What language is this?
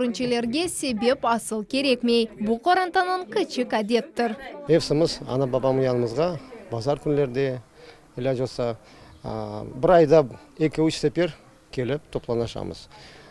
Crimean Tatar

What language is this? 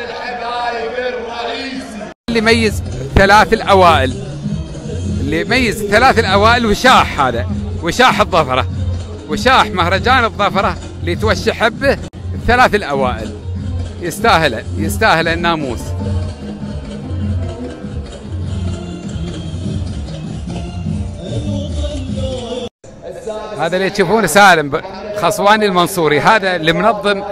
Gulf Arabic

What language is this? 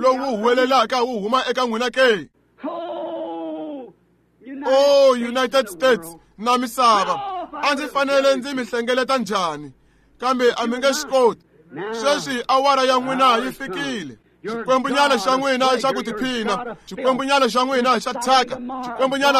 Tsonga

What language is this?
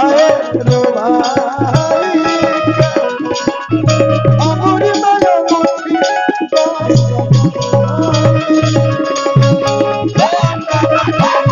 Bhojpuri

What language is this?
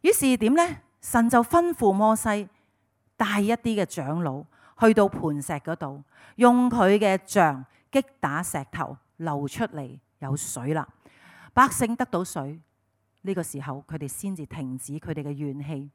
Cantonese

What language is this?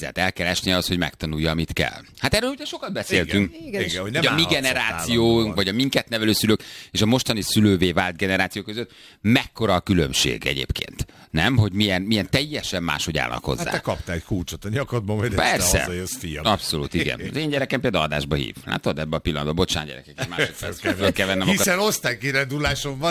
Hungarian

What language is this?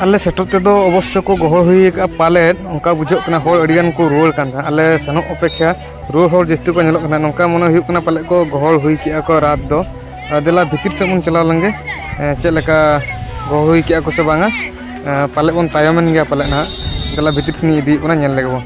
Santali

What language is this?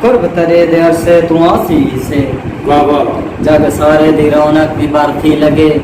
Saraiki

